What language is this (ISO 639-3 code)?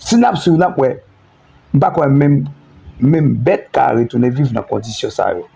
hat